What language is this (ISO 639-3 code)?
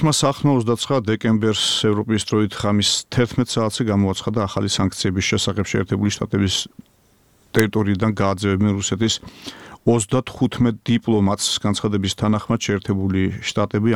kat